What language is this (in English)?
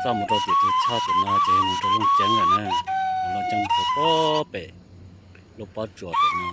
Hmong